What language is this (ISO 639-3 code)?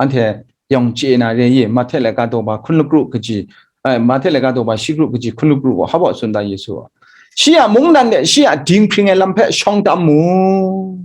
kac